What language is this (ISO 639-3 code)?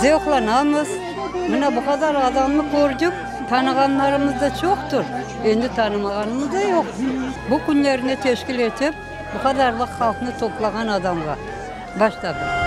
crh